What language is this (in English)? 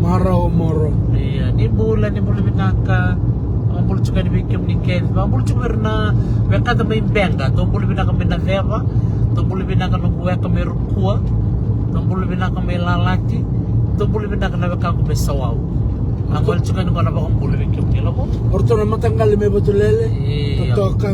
Fijian